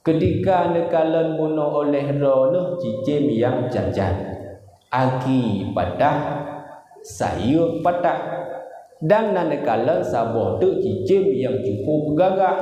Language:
Achinese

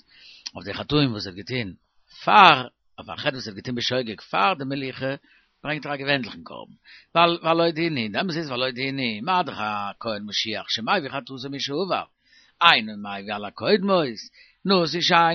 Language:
Yiddish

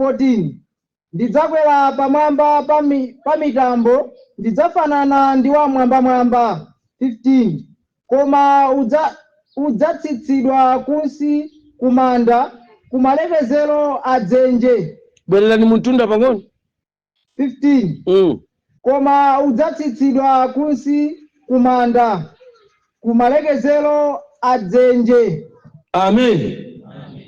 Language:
Nyanja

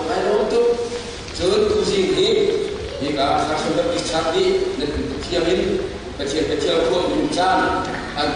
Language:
Hakha Chin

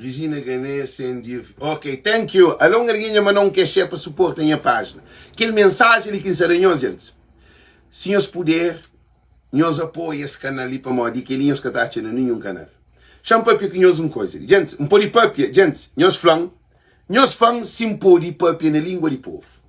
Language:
Kabuverdianu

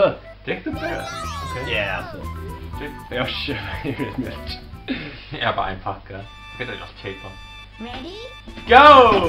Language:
Faroese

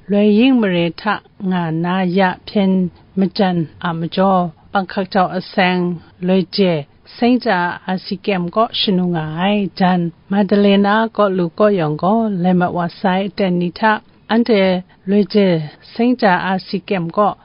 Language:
Kachin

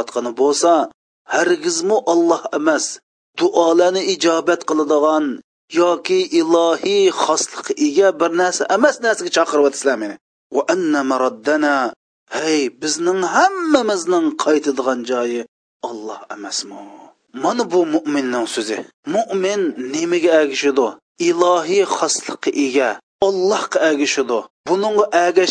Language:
Uyghur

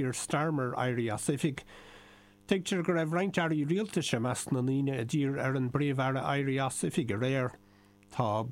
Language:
Irish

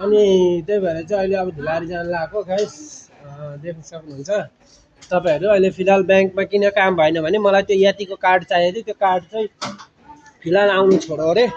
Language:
Nepali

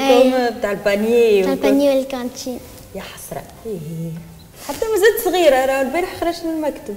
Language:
Tunisian Arabic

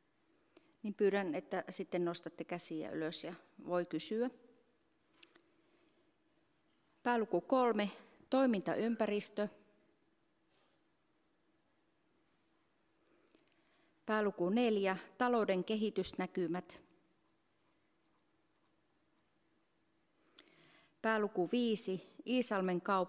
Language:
Finnish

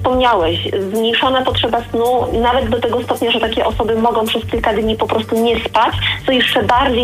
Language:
Polish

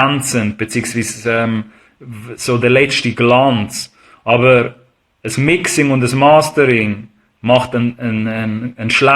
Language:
Swiss German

